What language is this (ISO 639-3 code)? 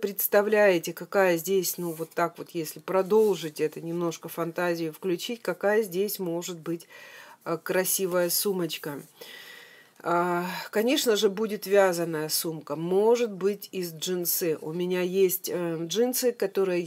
rus